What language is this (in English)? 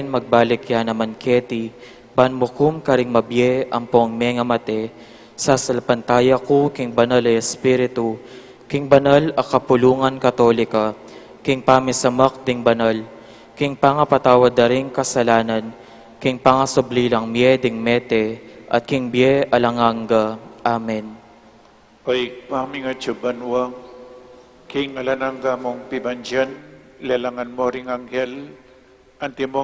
Pampanga